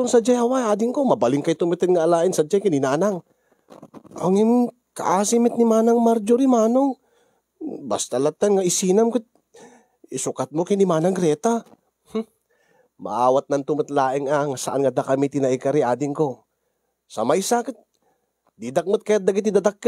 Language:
Iloko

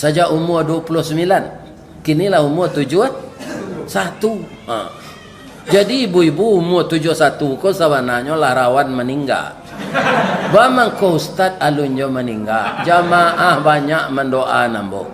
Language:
Minangkabau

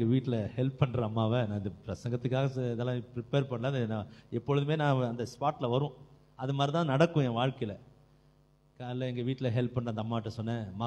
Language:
Tamil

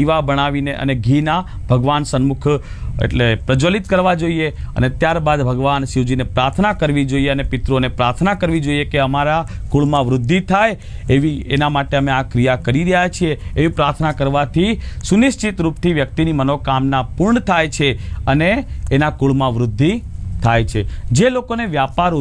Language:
Gujarati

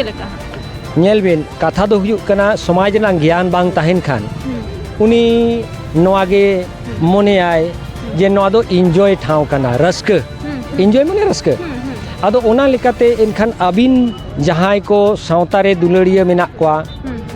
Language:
Santali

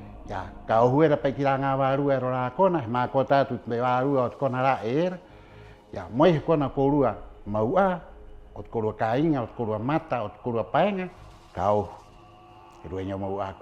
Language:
Rapanui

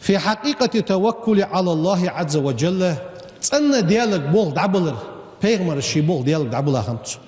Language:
Ingush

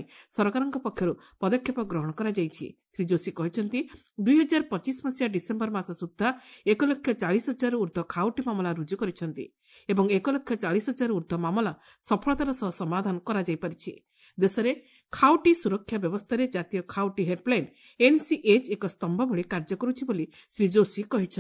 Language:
Odia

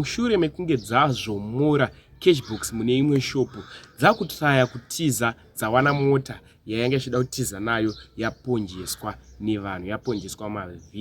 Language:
Shona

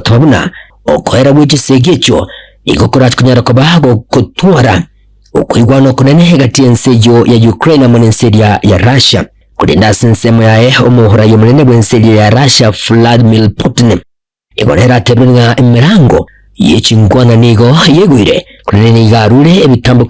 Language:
Gusii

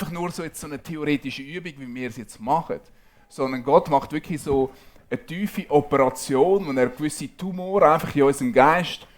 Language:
Swiss German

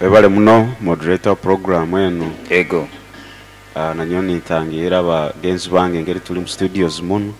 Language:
Nyoro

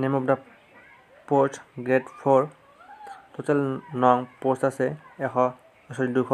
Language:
Assamese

